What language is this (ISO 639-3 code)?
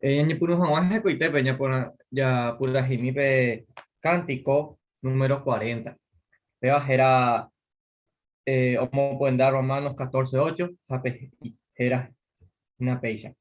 grn